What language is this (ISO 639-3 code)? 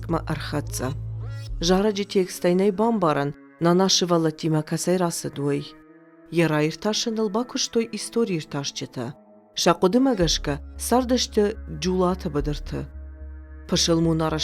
oss